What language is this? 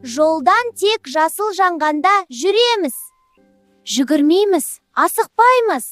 Kazakh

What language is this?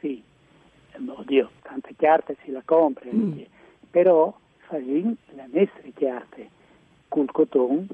Friulian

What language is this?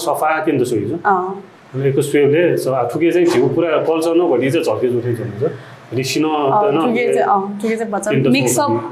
Newari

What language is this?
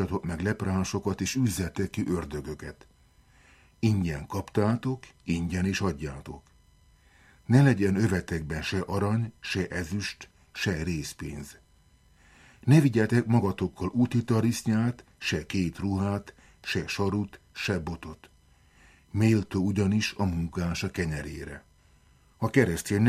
Hungarian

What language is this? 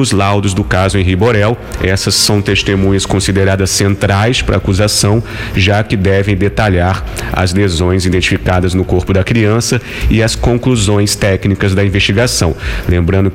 Portuguese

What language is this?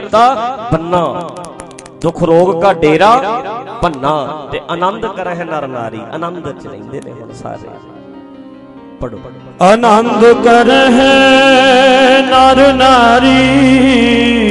Punjabi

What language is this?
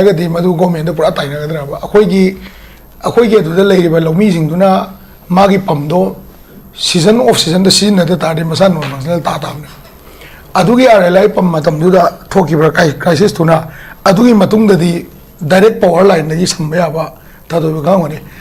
Manipuri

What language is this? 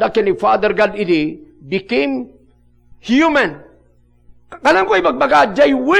Iloko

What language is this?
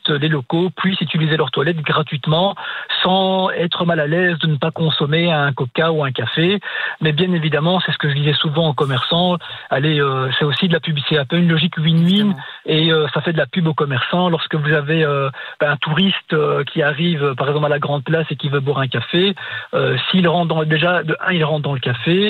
French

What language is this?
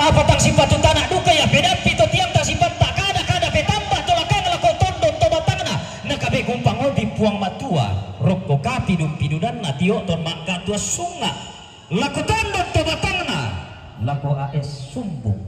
Toraja-Sa'dan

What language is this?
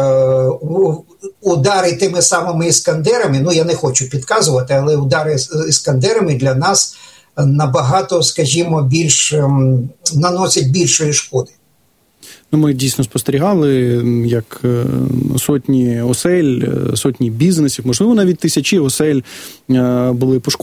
Ukrainian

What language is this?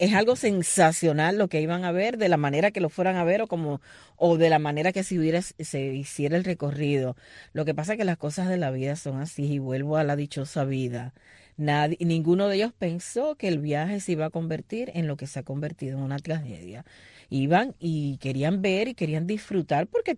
Spanish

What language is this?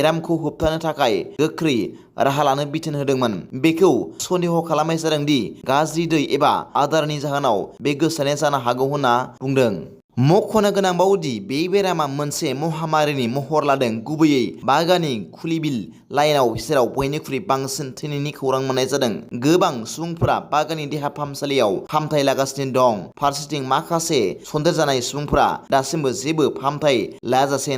Bodo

